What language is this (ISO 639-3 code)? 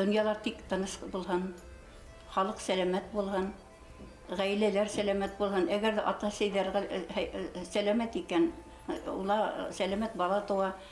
bak